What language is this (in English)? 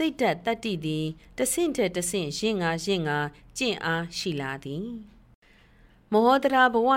Burmese